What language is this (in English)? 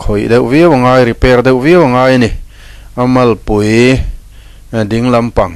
Mizo